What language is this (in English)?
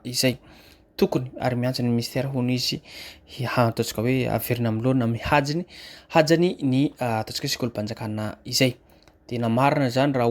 Malagasy